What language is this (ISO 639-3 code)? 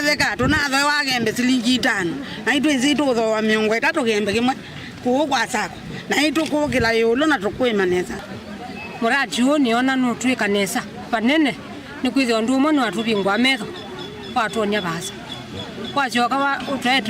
kam